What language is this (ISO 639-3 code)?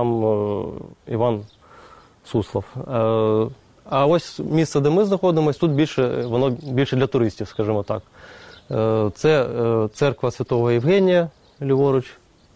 ukr